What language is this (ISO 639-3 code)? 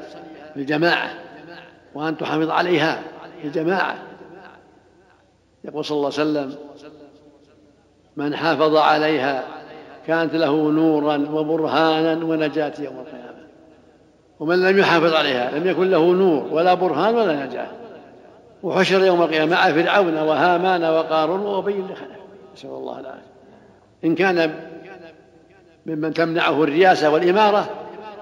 ara